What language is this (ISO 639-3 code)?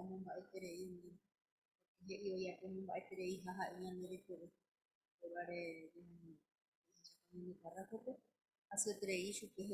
grn